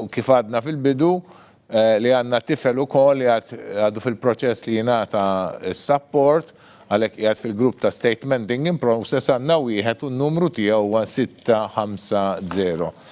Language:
Maltese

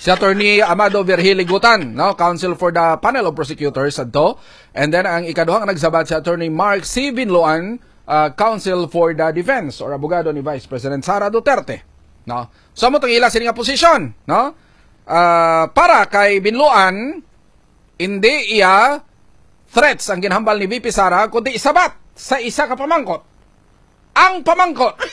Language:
Hiligaynon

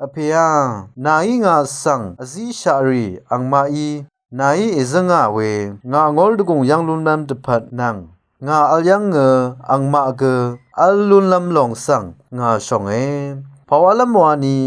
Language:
Rawang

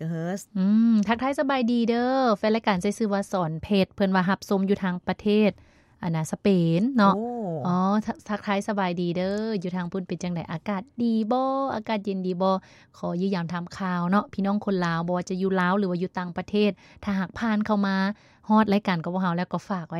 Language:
Lao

